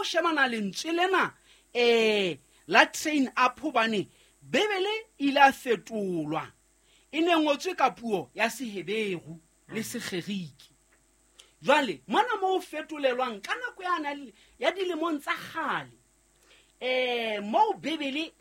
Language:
Southern Sotho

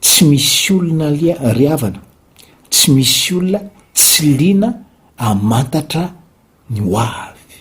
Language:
Malagasy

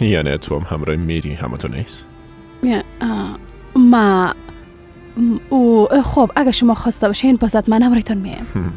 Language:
Persian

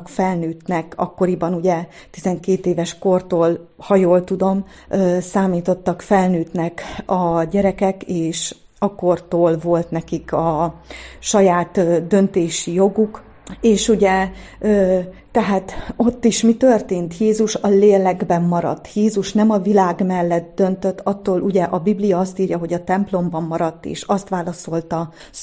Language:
Hungarian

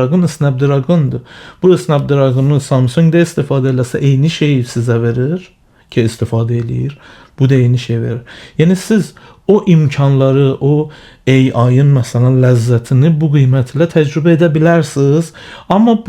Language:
Azerbaijani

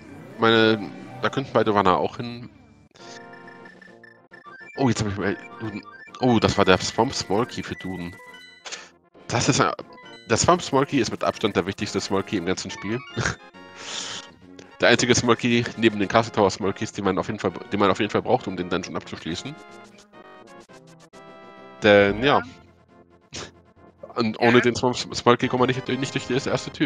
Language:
German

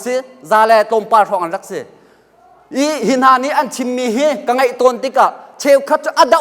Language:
Hakha Chin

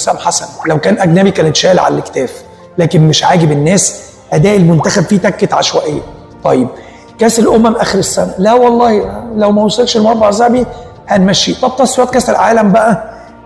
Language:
Egyptian Arabic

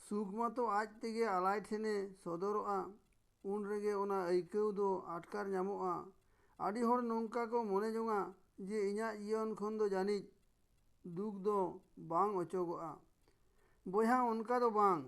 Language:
Santali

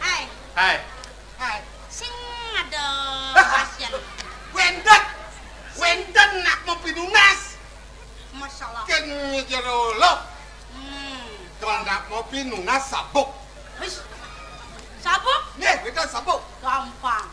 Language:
Balinese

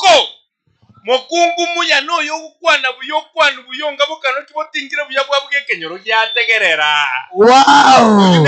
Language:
Gusii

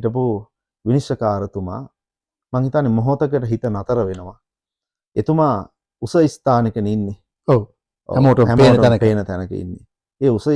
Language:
Sinhala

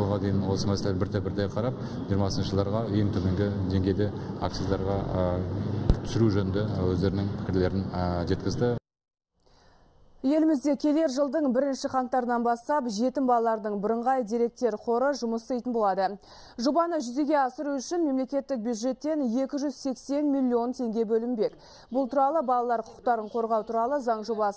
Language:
Kazakh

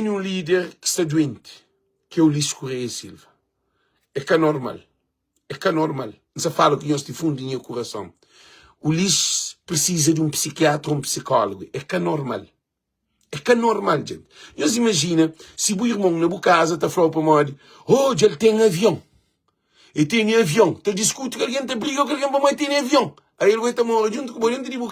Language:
Kabuverdianu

